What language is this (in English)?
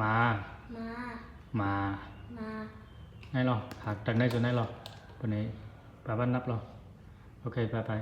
Zhuang